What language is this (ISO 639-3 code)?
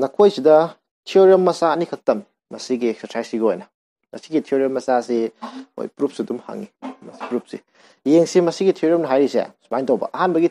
mni